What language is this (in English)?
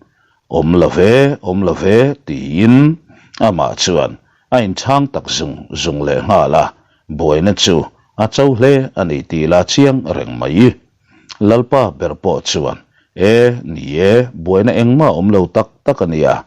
Mizo